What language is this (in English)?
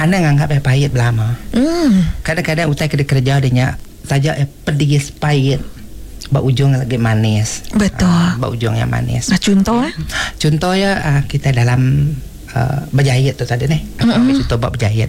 Iban